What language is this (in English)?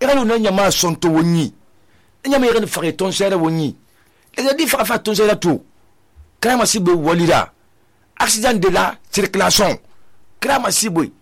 Susu